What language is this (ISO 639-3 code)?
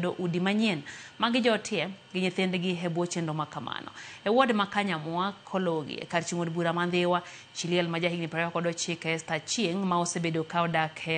luo